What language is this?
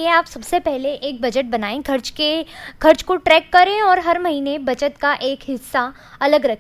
Hindi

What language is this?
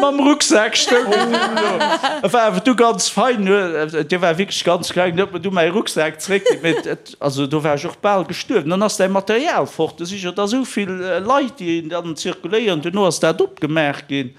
Luxembourgish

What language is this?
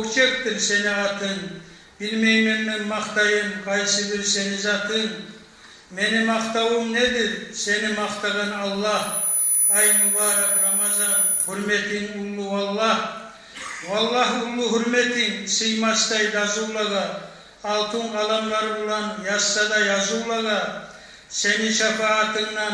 Kumyk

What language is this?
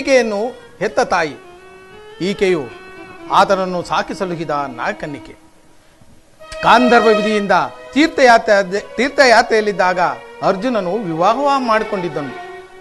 Kannada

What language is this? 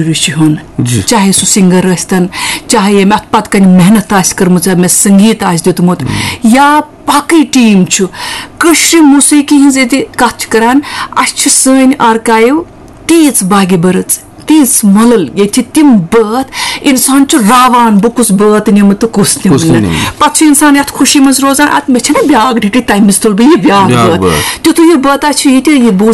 Kashmiri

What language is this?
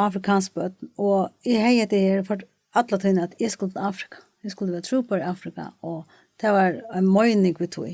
Faroese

